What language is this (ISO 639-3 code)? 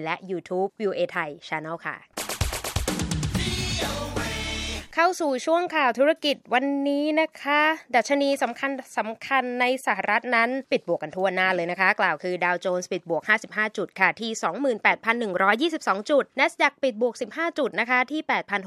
tha